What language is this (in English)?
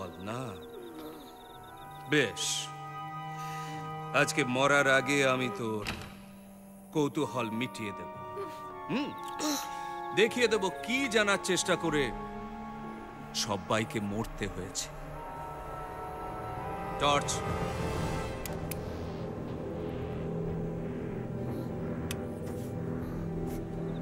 Bangla